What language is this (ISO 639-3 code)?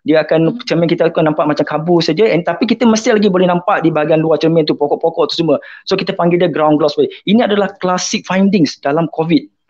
msa